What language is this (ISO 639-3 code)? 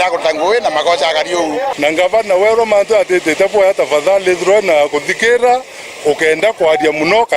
mer